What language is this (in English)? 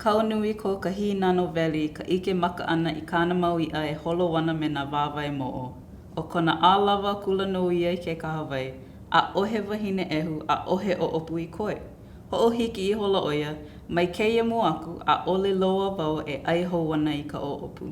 Hawaiian